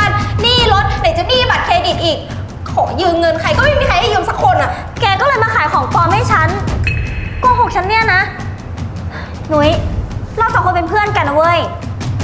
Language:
Thai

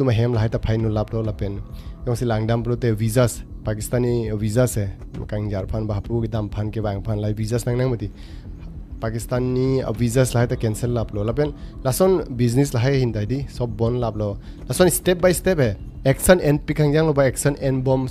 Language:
Karbi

